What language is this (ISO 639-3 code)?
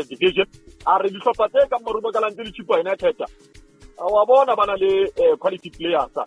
sot